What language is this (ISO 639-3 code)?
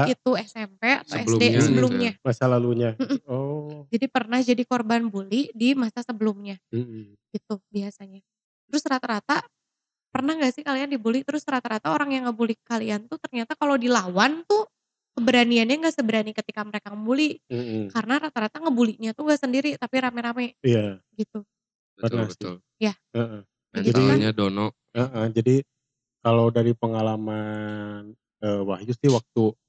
ind